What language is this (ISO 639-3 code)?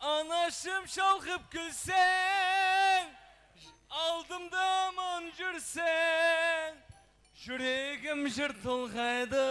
kaa